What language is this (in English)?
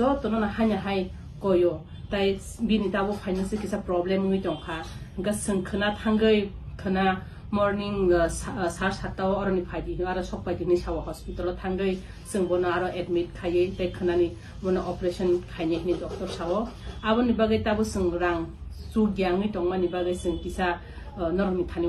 Kok Borok